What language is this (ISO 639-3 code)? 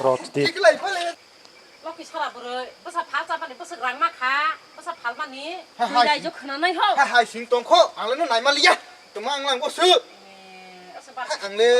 trp